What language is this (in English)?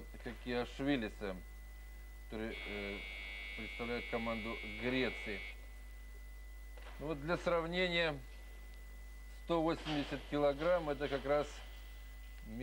Russian